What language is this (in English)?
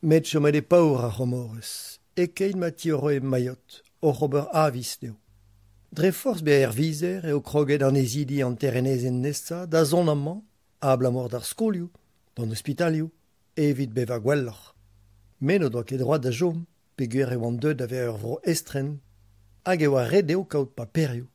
Breton